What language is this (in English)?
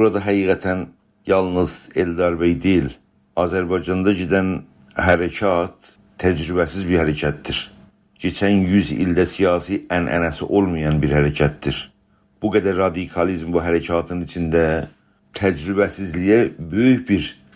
South Azerbaijani